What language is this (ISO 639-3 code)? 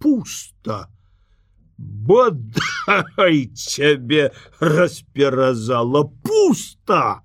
bel